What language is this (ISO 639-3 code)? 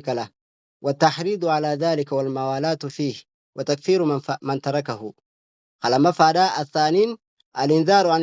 orm